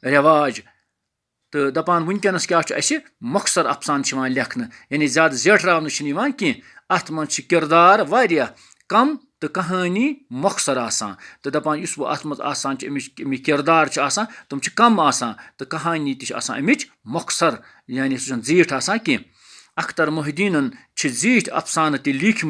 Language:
Kashmiri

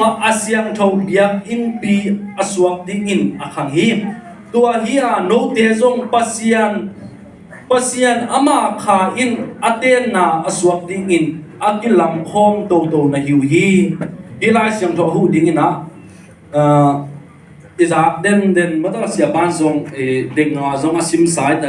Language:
Tedim Chin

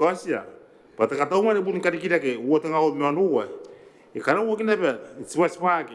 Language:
Gilbertese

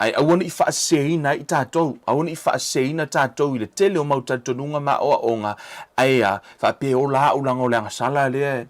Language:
Samoan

